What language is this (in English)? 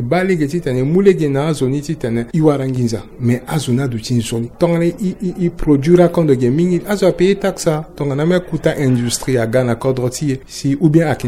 Sango